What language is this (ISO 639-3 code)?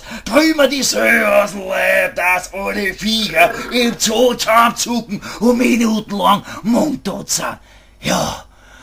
bar